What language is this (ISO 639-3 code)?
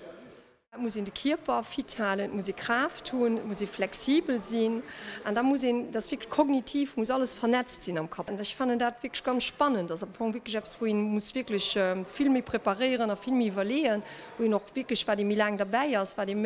ltz